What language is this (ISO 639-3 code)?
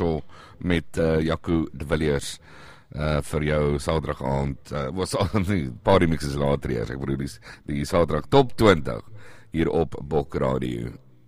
afr